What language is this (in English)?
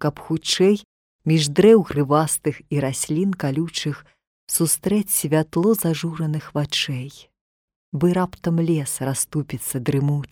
Belarusian